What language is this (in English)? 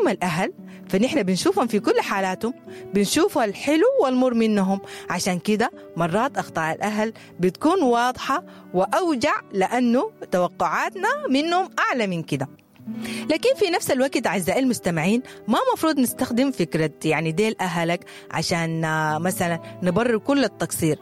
Sudanese Arabic